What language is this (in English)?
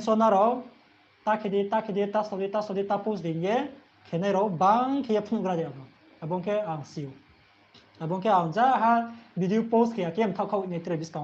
Riang (India)